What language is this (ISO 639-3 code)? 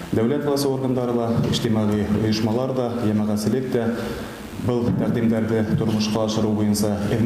bak